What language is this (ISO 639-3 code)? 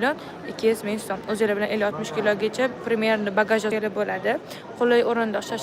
uzb